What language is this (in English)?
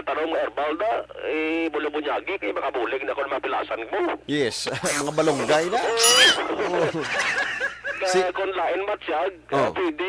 Hiligaynon